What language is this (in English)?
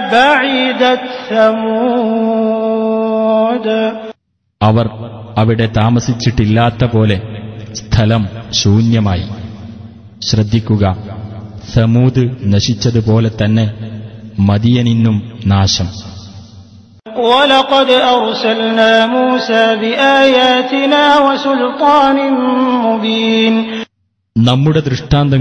Malayalam